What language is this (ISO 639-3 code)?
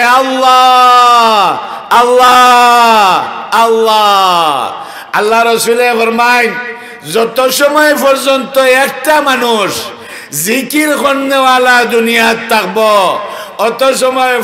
syl